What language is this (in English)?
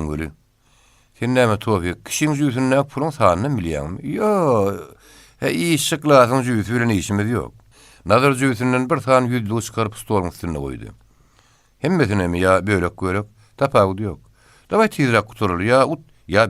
Turkmen